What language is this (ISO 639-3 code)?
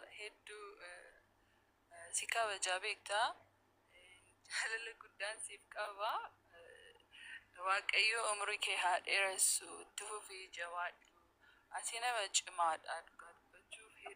orm